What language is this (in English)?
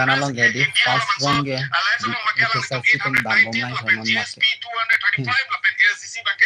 Karbi